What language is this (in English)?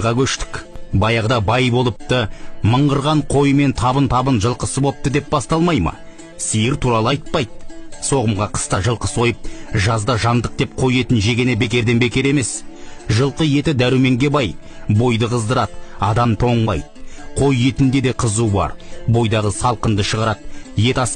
Kazakh